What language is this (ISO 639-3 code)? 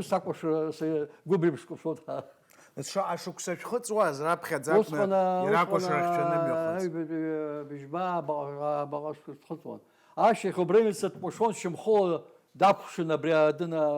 abk